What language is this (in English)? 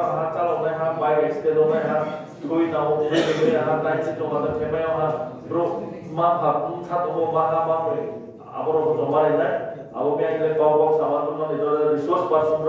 Riang (India)